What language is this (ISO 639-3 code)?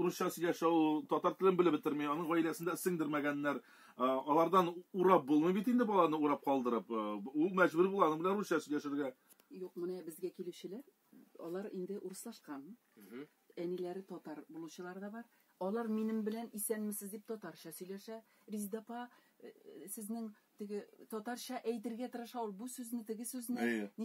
tat